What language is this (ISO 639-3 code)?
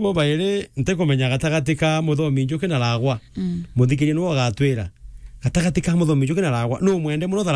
mer